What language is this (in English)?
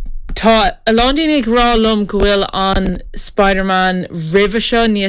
Irish